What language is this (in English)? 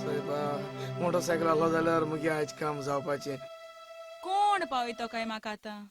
Konkani